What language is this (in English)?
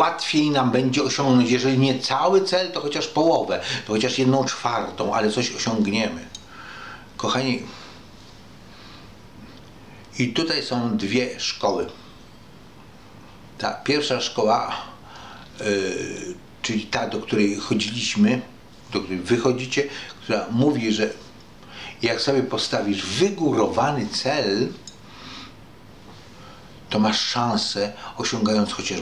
Polish